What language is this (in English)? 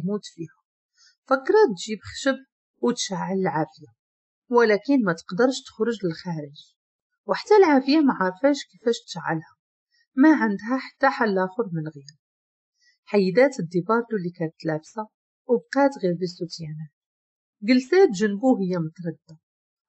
Moroccan Arabic